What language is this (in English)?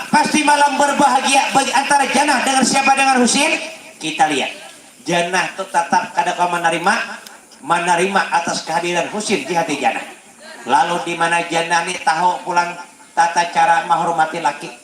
Banjar